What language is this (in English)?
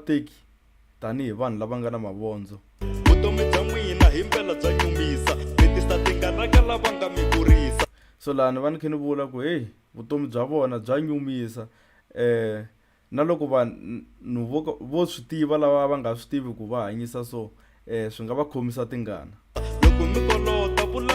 Tsonga